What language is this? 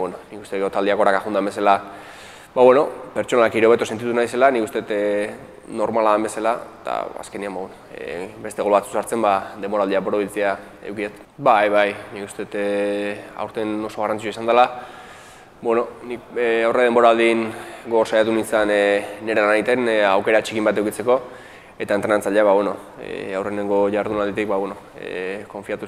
Basque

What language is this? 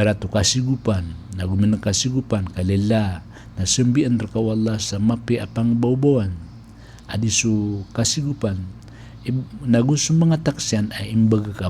Maranao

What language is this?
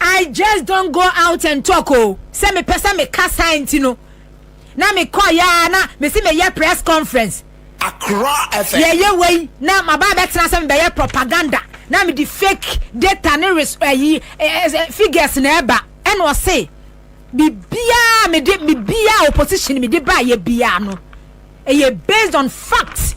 Akan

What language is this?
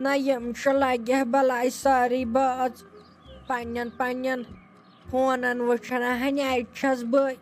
Kashmiri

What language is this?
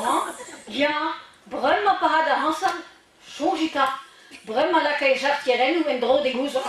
Breton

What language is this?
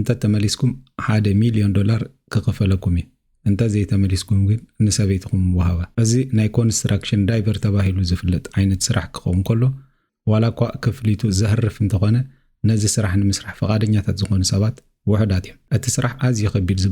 Tigrinya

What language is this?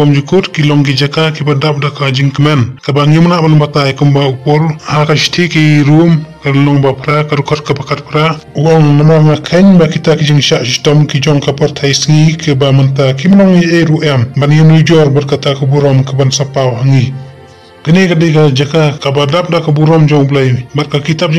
Khasi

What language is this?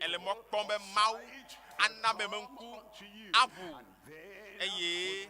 Ewe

